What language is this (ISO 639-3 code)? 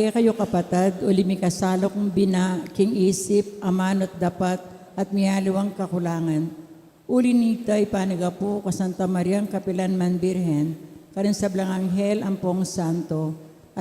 pam